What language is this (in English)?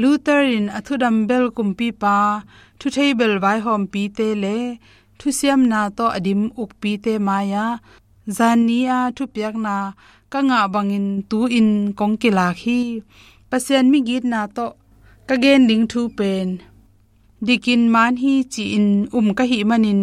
Tedim Chin